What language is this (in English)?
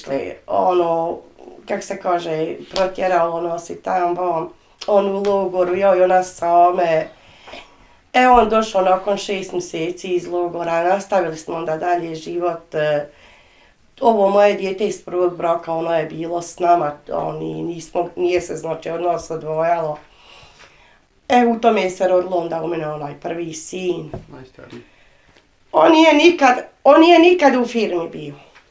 Bosnian